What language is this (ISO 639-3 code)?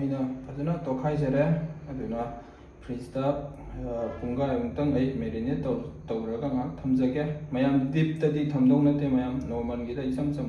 mni